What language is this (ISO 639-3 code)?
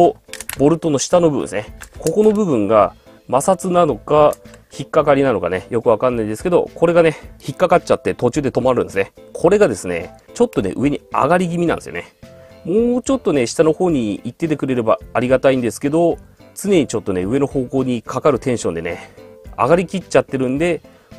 jpn